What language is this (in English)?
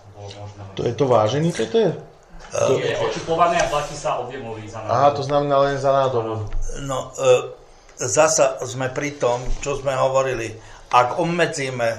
Slovak